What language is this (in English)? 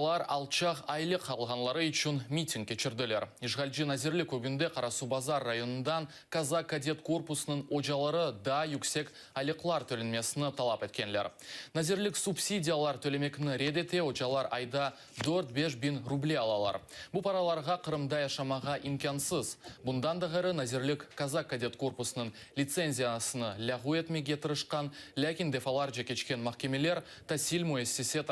Crimean Tatar